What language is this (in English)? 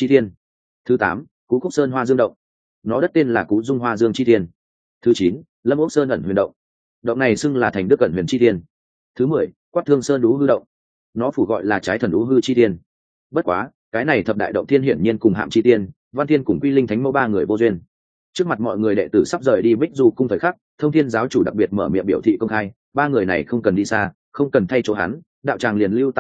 Vietnamese